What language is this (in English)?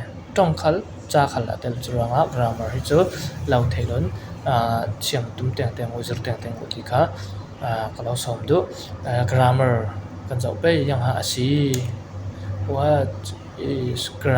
Falam Chin